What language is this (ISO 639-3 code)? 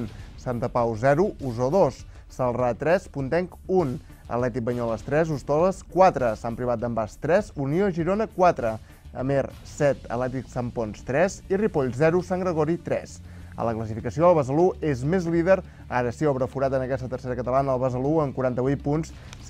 cat